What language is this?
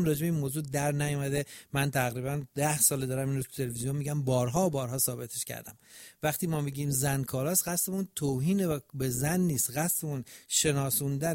Persian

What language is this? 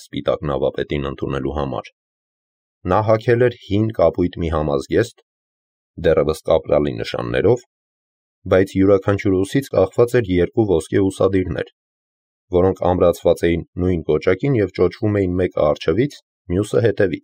Armenian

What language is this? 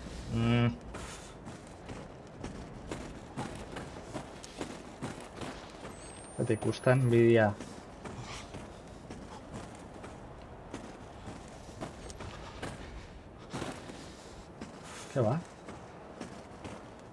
Basque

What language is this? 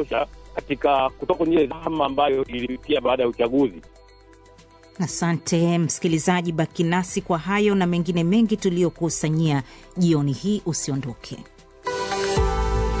Swahili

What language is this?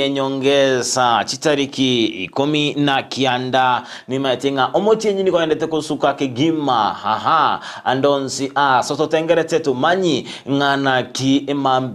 Gusii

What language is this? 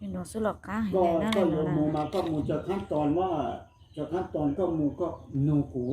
Hmong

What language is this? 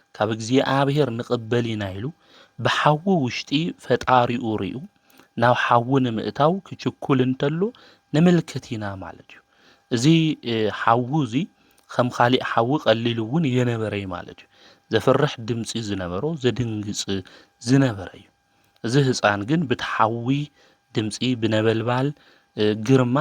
Tigrinya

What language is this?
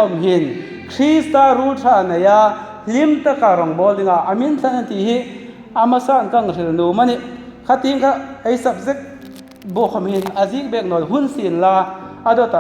Hmar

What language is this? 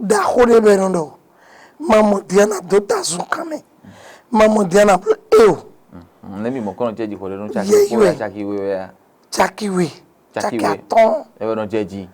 Fon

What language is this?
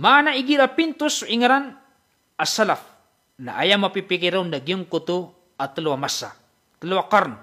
Maranao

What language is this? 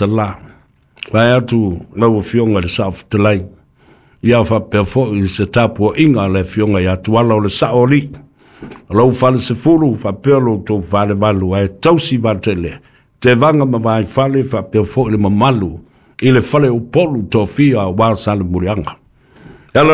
Samoan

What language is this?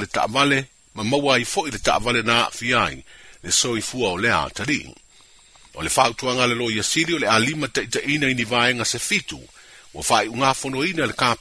Samoan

